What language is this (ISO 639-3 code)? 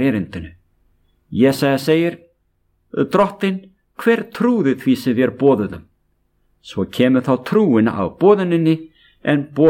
isl